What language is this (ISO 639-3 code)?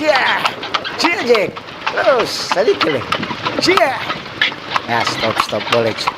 xmm